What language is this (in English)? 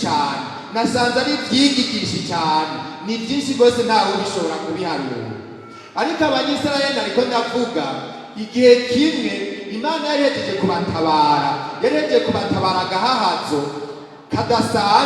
Rundi